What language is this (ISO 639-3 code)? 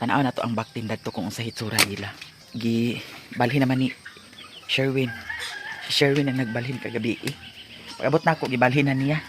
ceb